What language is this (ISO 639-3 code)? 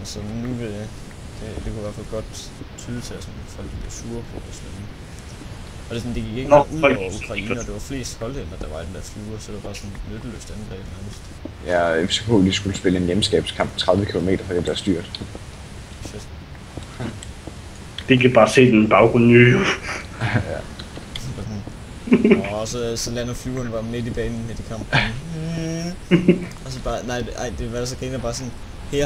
dan